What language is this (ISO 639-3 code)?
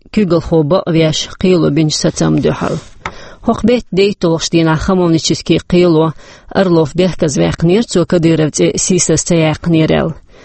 che